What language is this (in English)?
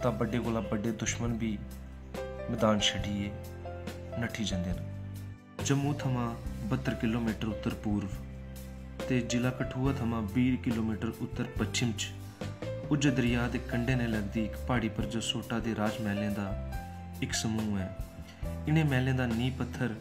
Dogri